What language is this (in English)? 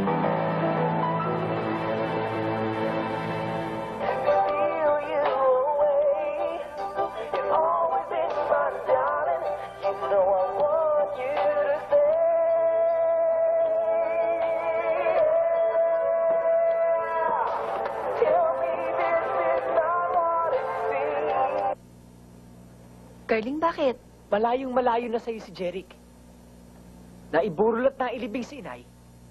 Filipino